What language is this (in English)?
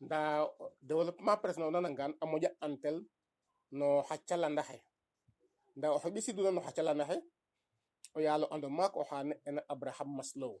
Serer